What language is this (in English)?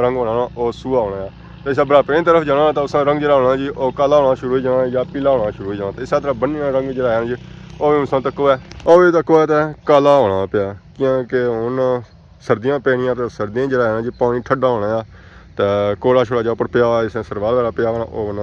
Pahari-Potwari